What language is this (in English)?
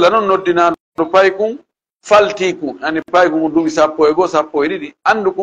Fula